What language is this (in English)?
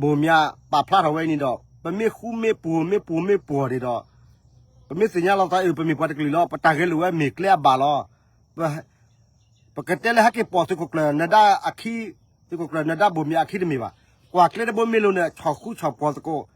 S'gaw Karen